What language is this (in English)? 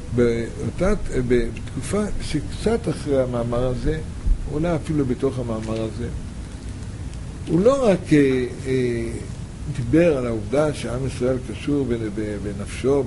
Hebrew